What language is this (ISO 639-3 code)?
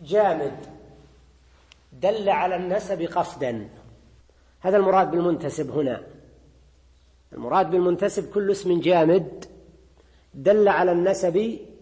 ara